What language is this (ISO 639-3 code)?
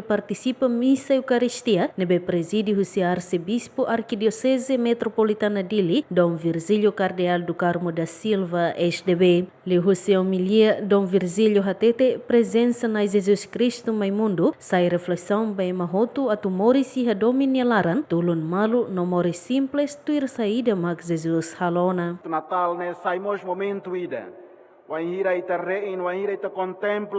tet